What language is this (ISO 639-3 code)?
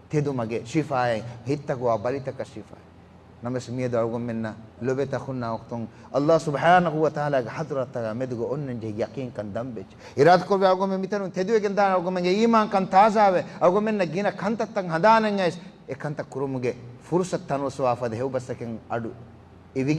div